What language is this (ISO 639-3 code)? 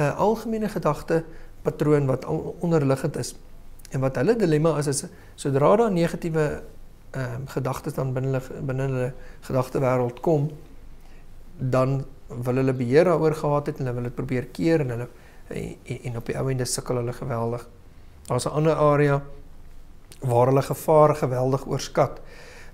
afr